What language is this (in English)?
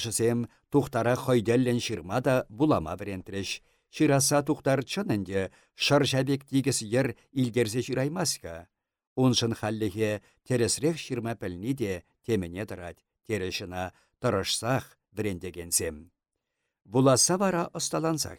Chuvash